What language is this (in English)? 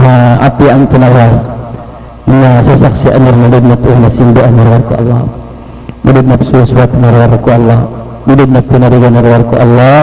Maranao